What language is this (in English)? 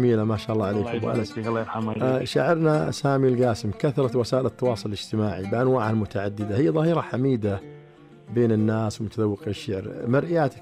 Najdi Arabic